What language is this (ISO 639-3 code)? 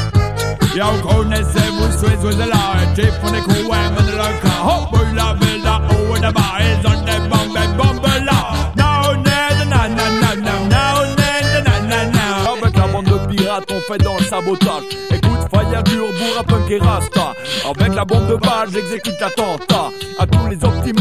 fra